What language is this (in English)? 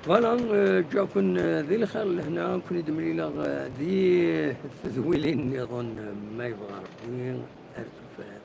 Kabyle